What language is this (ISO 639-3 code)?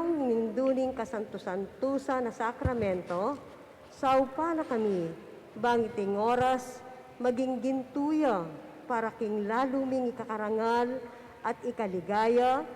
pam